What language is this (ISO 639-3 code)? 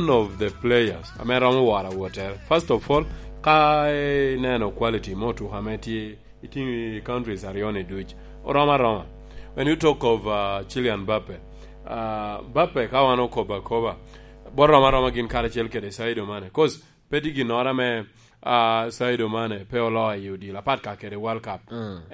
laj